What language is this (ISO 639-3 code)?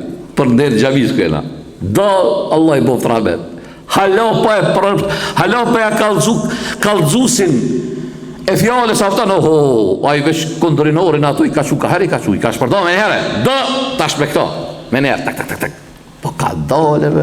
sqi